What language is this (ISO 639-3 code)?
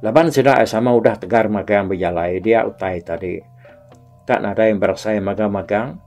iba